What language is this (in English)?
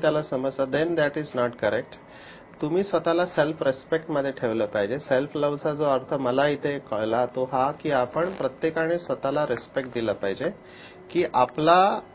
Marathi